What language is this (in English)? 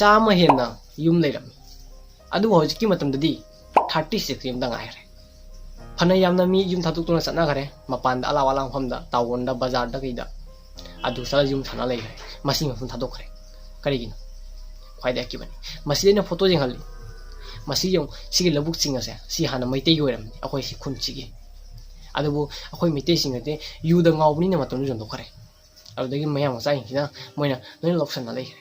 Manipuri